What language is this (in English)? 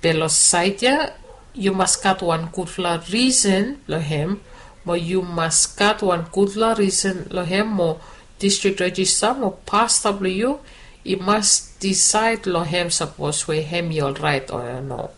Bislama